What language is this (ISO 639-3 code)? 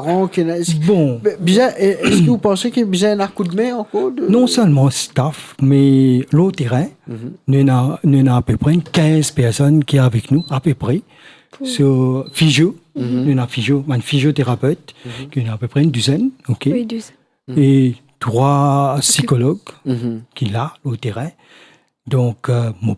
mfe